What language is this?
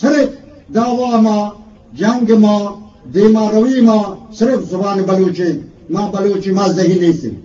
Eastern Balochi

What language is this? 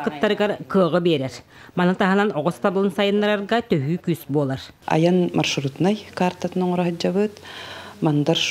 Yakut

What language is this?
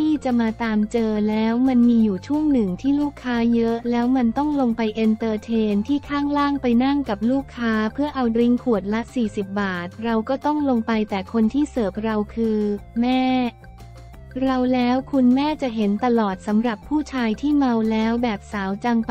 Thai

